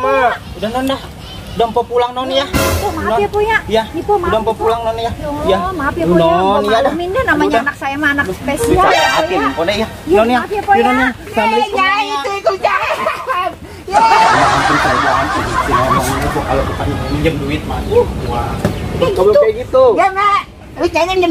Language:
Betawi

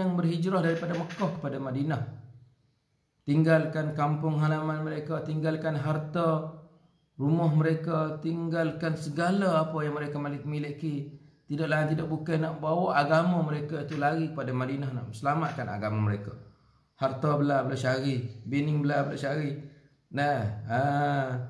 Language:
Malay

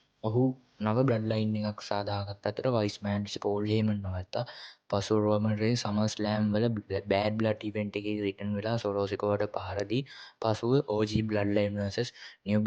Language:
Sinhala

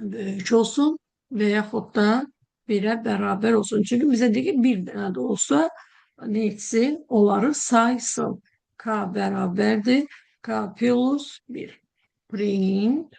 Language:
Azerbaijani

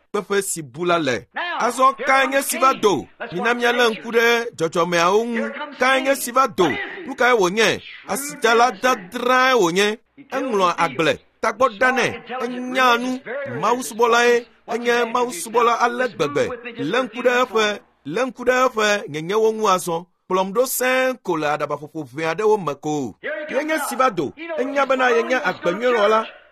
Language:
Ewe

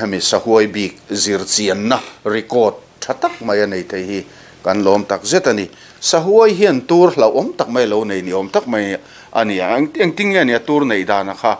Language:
Mizo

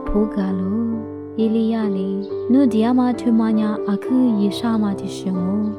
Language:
Lisu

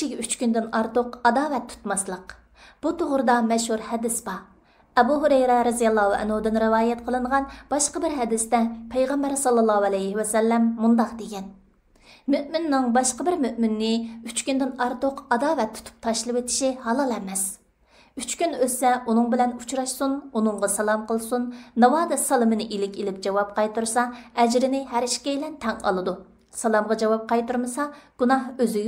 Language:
Uyghur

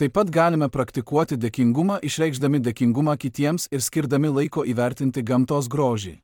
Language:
Lithuanian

